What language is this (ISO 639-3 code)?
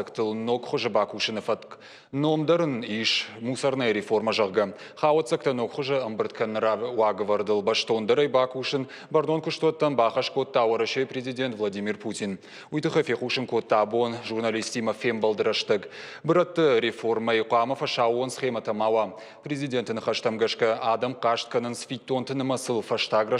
oss